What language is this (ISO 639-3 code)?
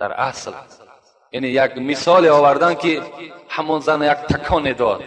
tgk